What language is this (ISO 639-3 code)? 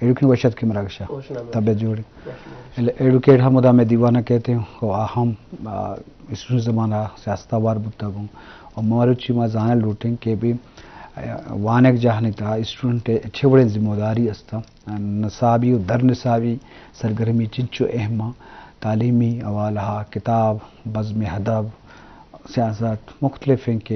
bgp